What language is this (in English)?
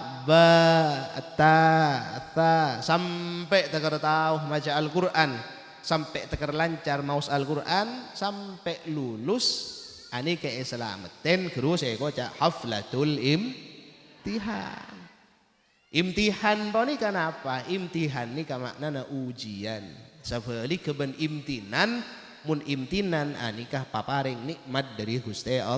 Madurese